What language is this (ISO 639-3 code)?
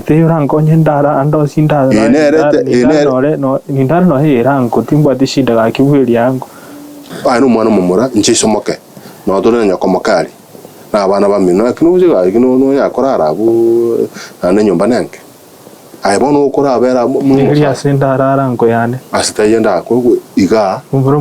guz